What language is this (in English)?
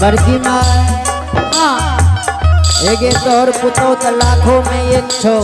Angika